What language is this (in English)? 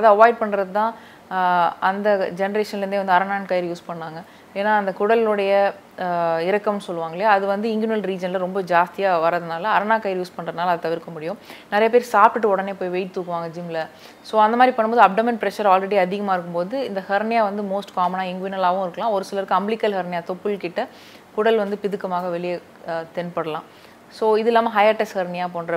Tamil